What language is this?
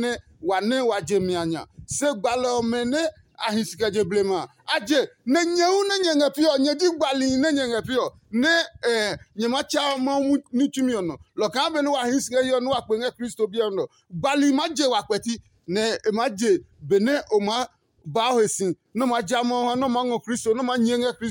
Adangme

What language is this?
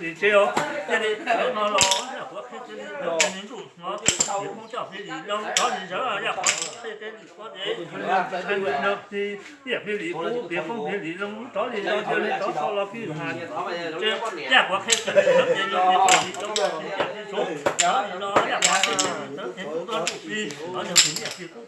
Hmong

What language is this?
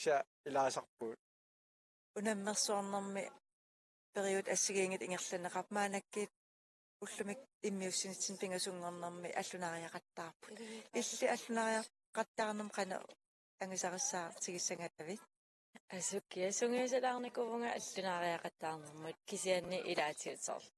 Kalaallisut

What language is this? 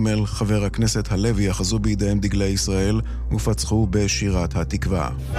Hebrew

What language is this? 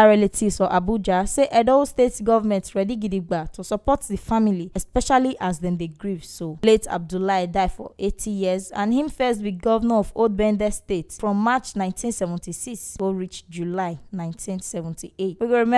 Nigerian Pidgin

